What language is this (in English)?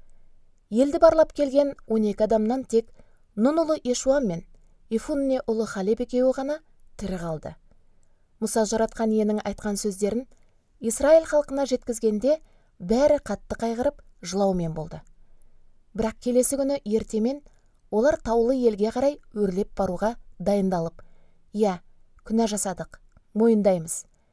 Kazakh